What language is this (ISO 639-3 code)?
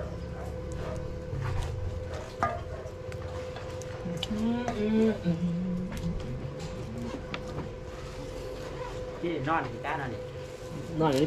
tha